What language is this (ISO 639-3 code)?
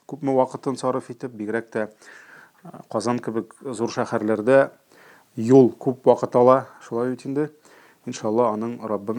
tat